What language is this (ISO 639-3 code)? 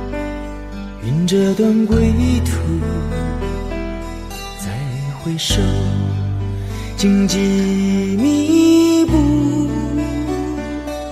zho